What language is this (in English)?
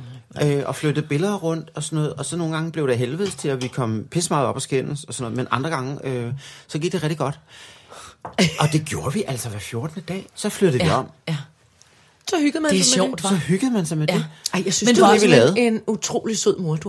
Danish